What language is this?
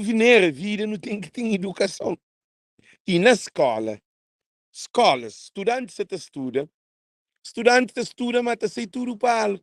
Kabuverdianu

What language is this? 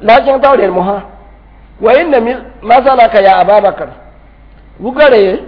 Mossi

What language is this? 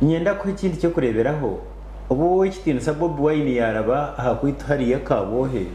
Nyankole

